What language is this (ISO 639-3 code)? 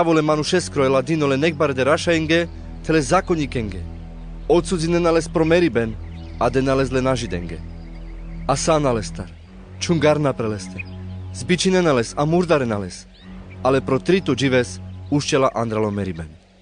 rmc